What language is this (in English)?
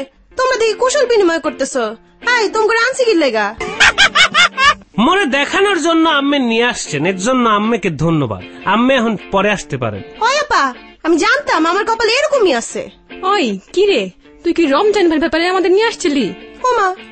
Bangla